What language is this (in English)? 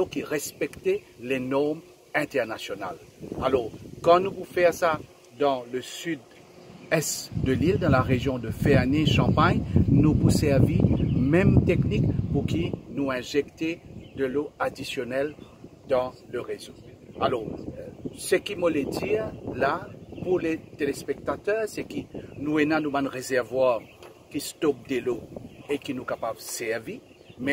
Morisyen